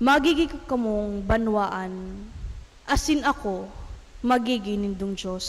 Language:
Bikol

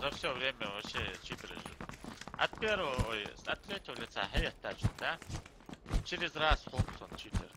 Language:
Ingush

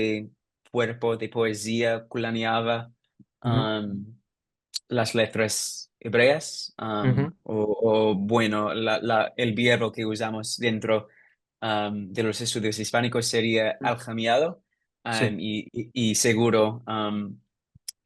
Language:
Ladino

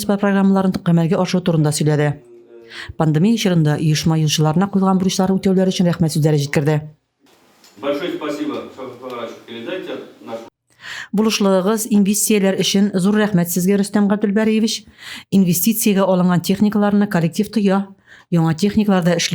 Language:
Tatar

